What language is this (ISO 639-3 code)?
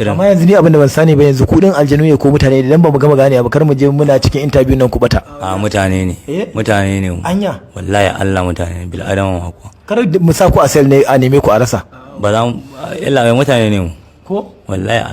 hau